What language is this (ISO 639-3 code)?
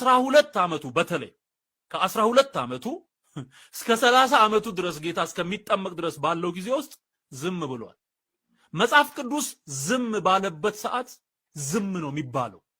amh